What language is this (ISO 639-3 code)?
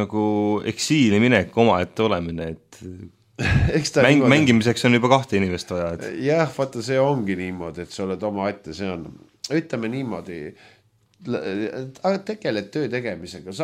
est